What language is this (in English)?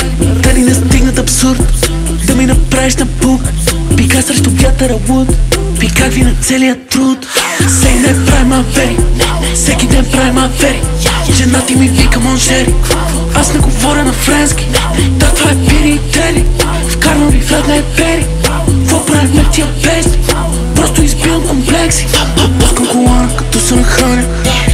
Bulgarian